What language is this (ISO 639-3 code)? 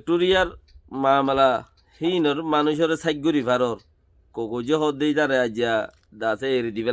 rhg